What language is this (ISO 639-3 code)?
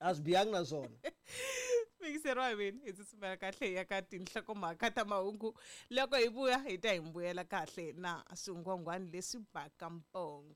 tso